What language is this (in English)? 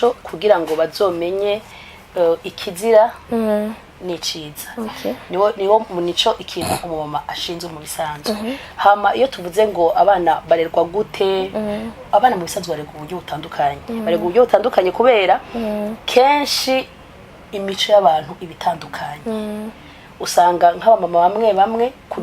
Rundi